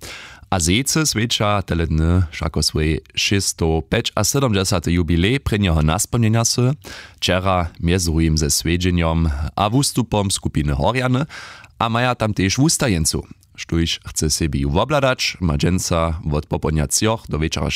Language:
Upper Sorbian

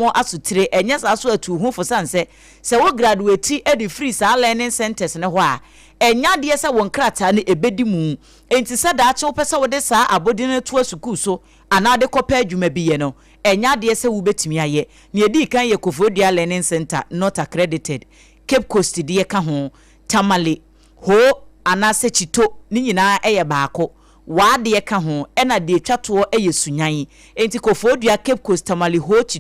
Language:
Akan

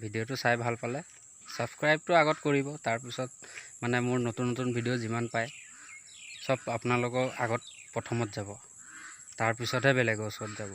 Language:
Assamese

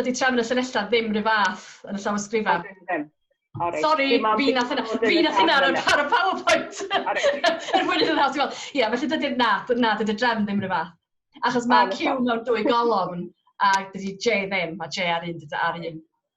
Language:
Welsh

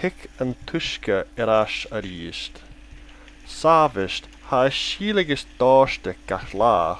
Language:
Irish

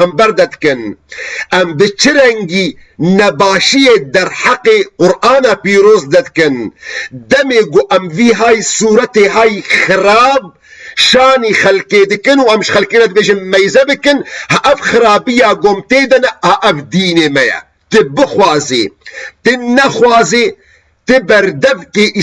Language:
Kurdish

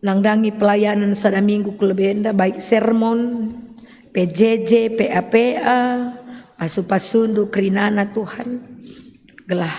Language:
Batak Karo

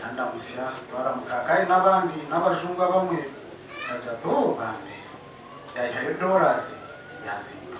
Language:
Nyankole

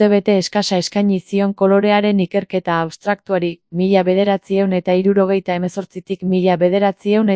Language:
Basque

